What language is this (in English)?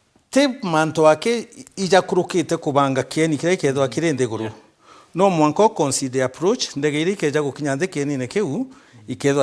Meru